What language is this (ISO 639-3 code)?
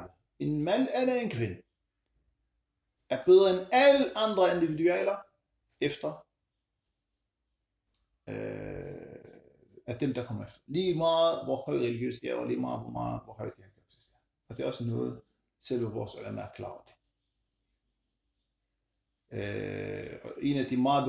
dan